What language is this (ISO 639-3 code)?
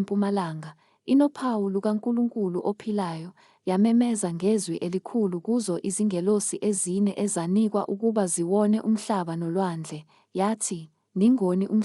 zul